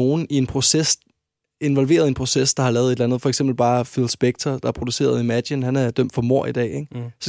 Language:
Danish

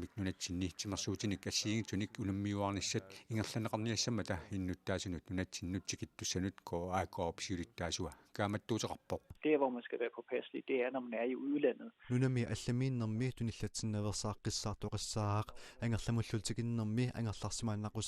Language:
Kalaallisut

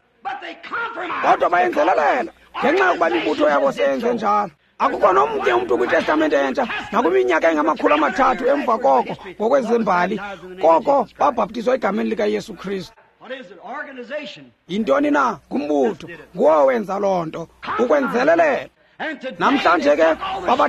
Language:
Xhosa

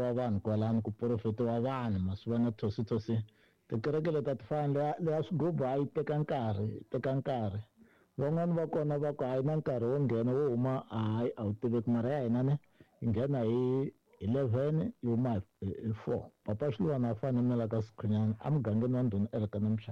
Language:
Tsonga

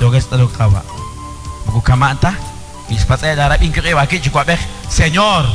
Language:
Kekchí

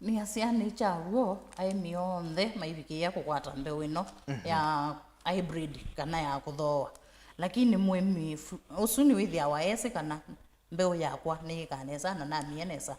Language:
Kamba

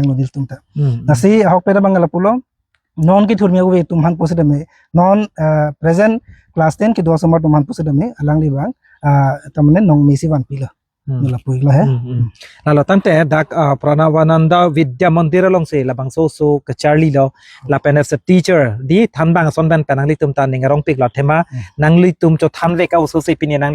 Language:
Karbi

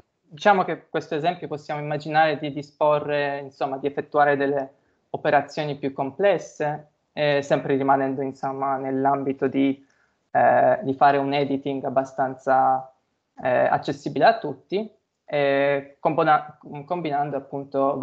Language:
Italian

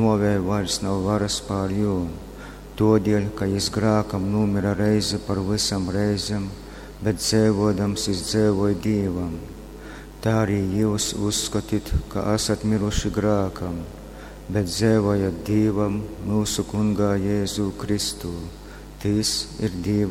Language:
Latgalian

